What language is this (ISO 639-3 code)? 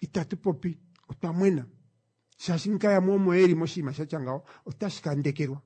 kua